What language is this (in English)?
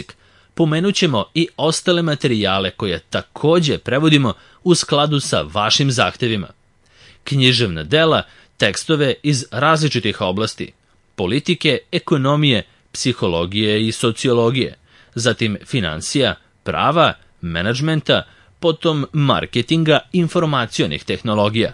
Serbian